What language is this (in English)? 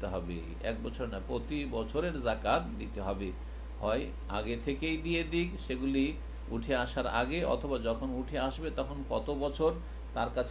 Bangla